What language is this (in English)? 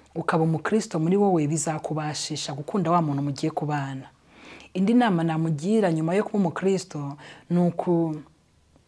Kinyarwanda